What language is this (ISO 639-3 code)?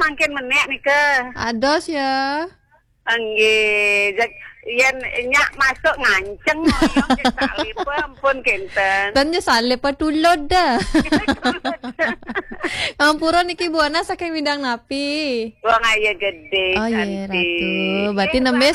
ban